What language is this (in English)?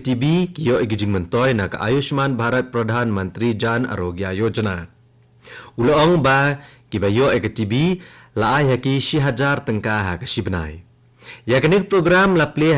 Khasi